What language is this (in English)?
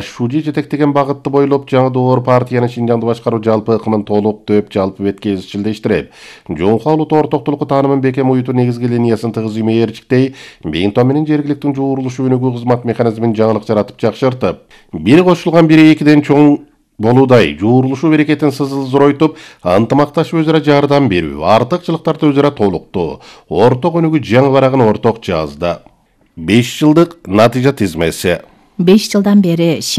Kyrgyz